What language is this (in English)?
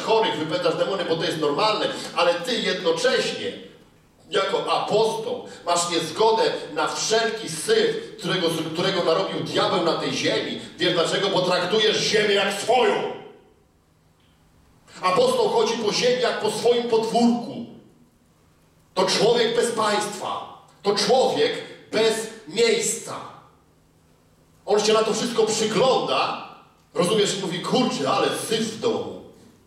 Polish